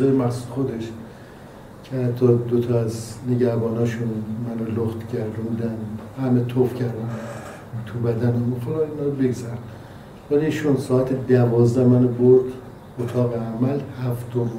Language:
Persian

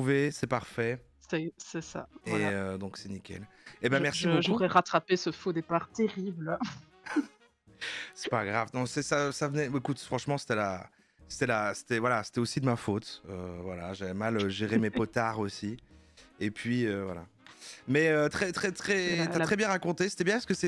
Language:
French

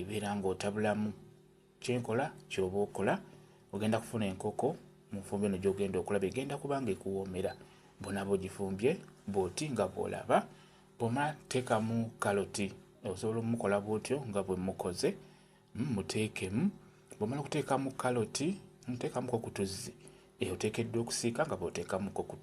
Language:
Ganda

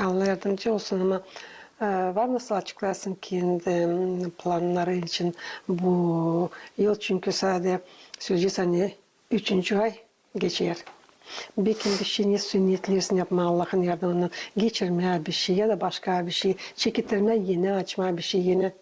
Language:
Gagauz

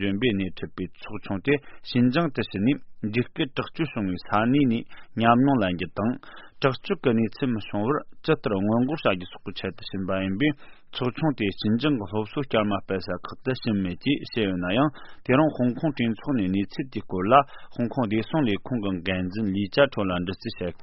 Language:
Tibetan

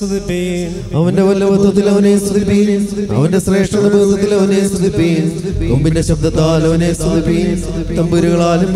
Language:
Malayalam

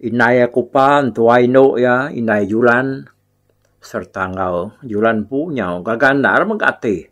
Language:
Iban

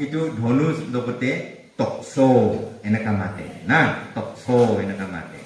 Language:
Naga Pidgin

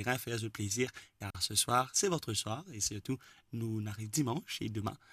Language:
Morisyen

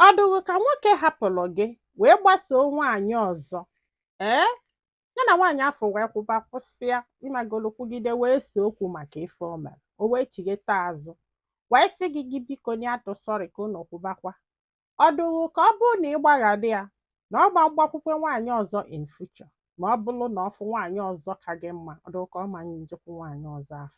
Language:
Igbo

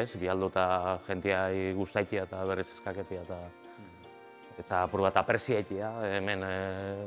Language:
Basque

